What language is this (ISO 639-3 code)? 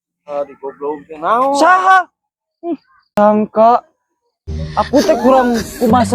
sun